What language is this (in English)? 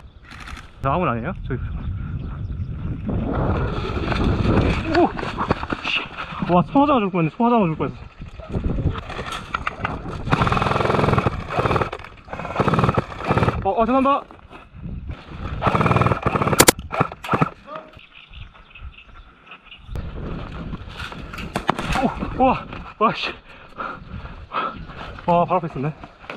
Korean